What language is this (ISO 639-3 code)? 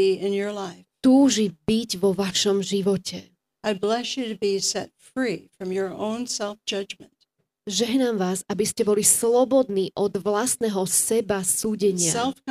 slk